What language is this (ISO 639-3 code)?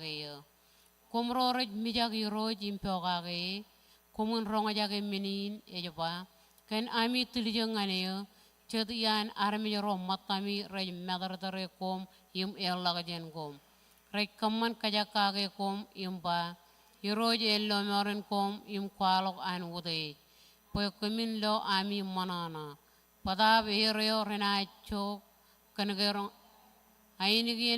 mah